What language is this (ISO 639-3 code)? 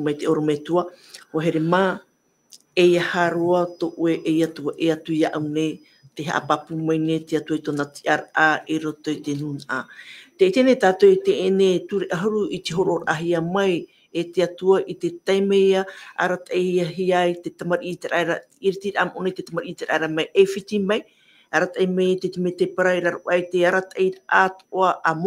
tah